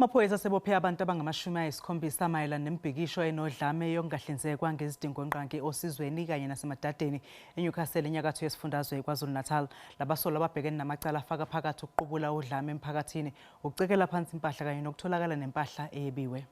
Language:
Zulu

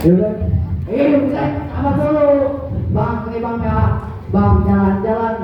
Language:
Betawi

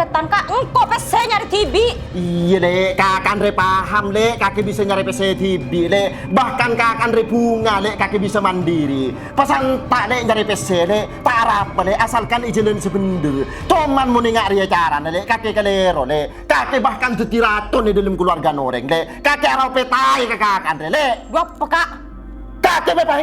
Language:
Madurese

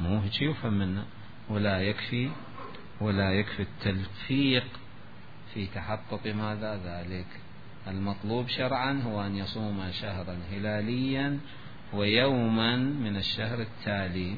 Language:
Mesopotamian Arabic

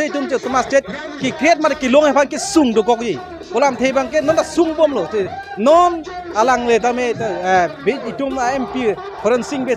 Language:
Karbi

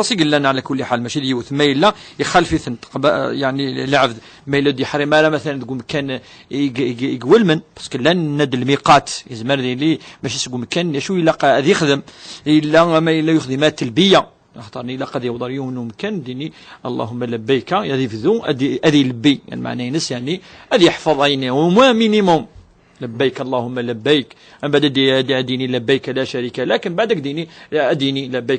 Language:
Kabyle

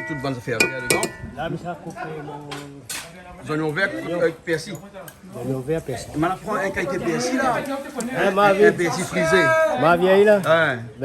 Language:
Réunion Creole French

